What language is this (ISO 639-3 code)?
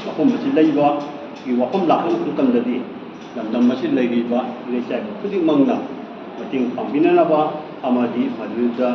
mni